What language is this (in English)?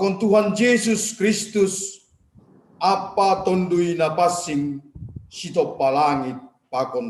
Batak Simalungun